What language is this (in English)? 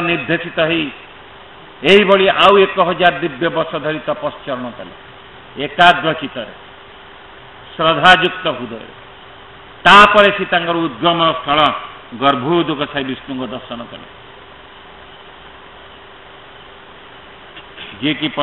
Odia